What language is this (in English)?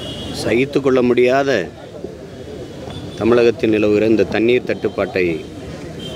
Tamil